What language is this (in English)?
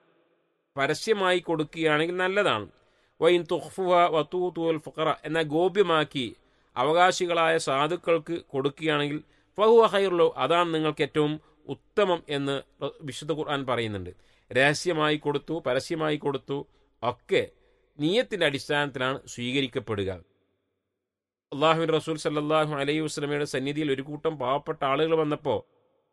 Malayalam